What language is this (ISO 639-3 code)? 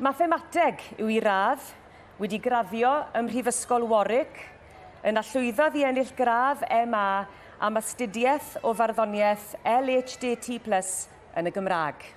cym